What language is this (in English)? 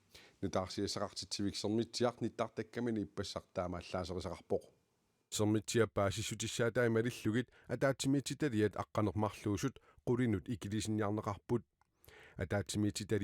Kalaallisut